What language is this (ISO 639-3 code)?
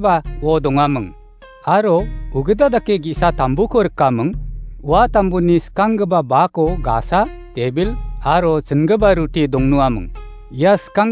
grt